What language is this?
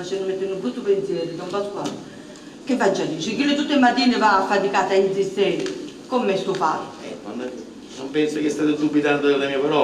Neapolitan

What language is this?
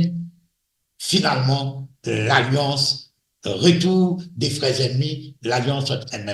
Morisyen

